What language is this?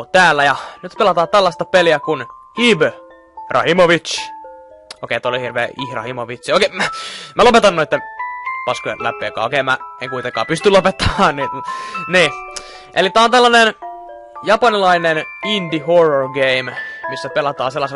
Finnish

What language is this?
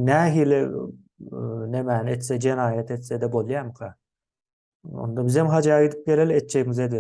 Turkmen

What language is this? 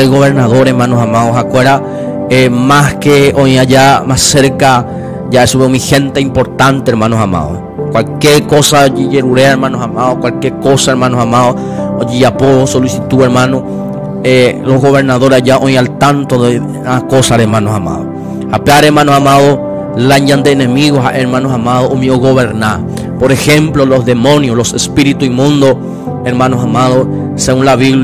Guarani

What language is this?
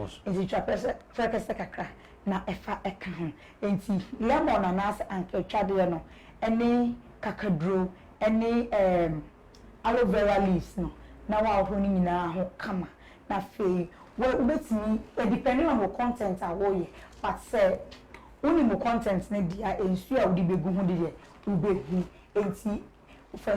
Akan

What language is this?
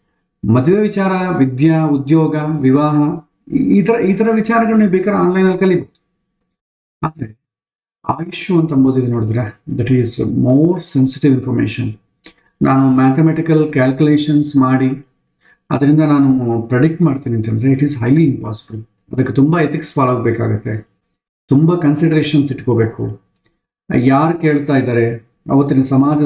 Kannada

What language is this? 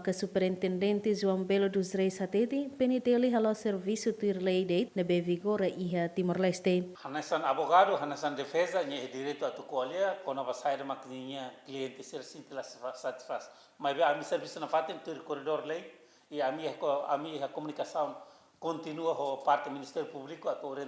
Tetum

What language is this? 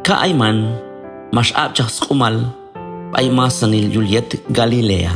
Q'anjob'al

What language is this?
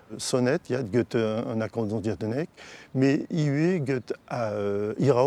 Breton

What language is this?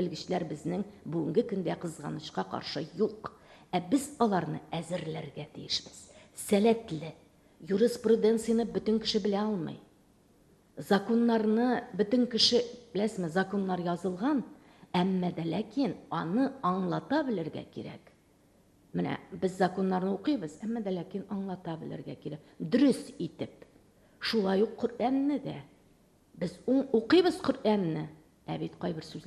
Tatar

